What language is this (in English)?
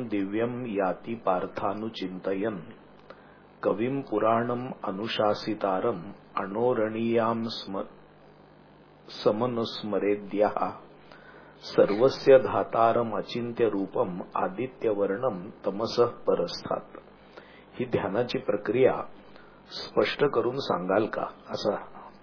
Marathi